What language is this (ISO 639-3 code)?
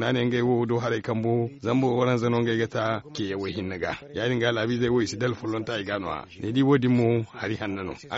dje